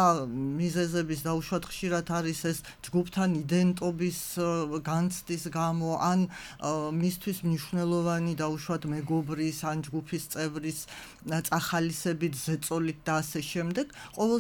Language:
Georgian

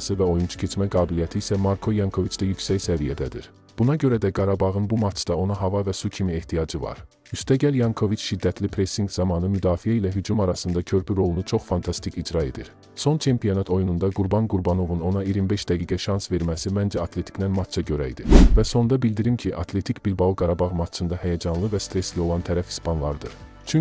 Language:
Azerbaijani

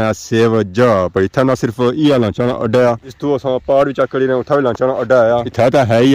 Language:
Pahari-Potwari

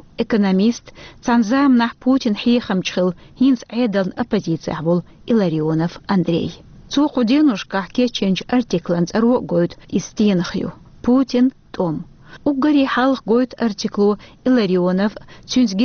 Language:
Chechen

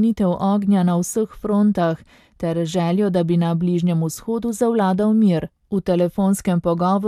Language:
Slovenian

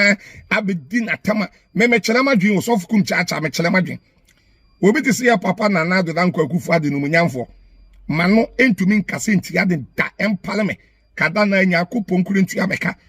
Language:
Akan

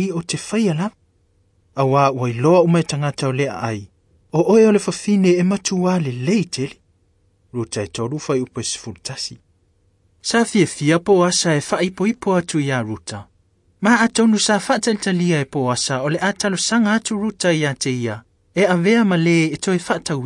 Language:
Samoan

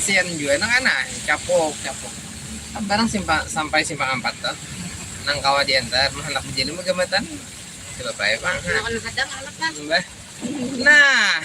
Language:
Banjar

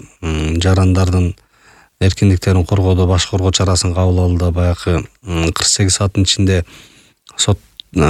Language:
Kyrgyz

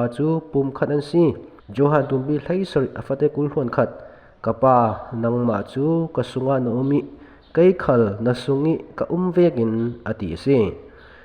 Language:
Falam Chin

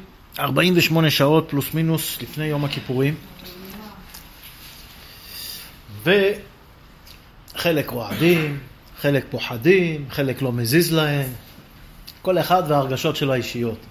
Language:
Hebrew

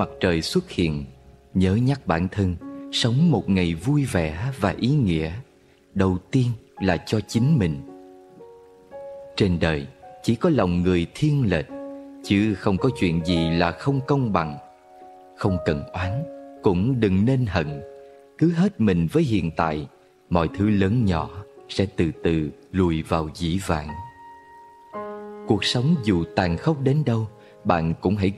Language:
Vietnamese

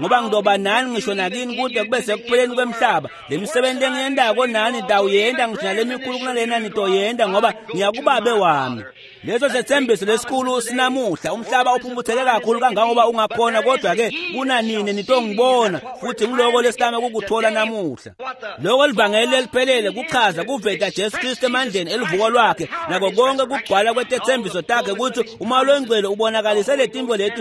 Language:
Swati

